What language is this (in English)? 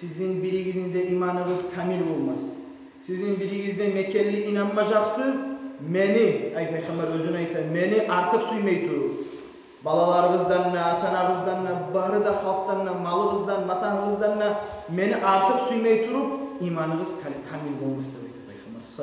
Kumyk